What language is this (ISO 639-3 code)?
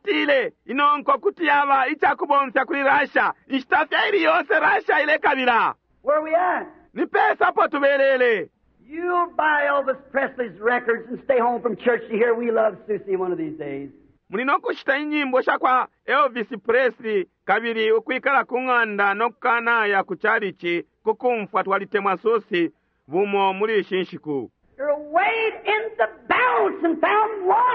bem